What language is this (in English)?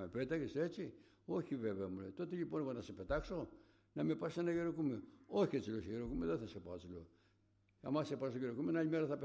Greek